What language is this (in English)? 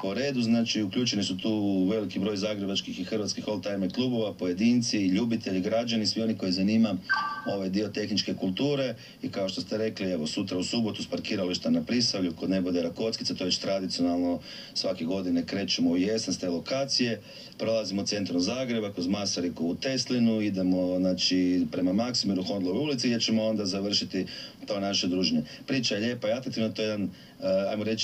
Croatian